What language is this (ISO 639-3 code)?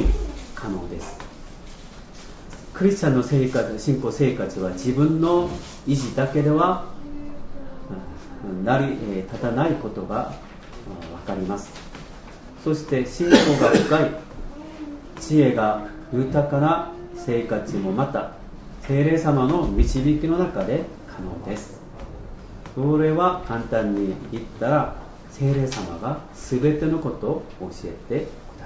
jpn